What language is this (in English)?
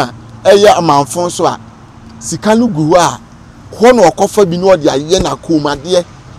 Akan